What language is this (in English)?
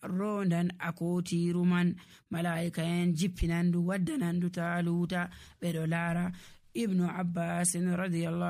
Nigerian Fulfulde